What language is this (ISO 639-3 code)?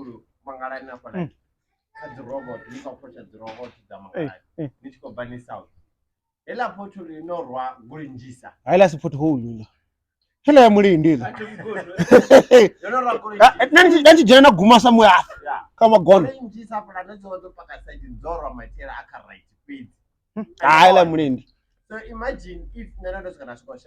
ven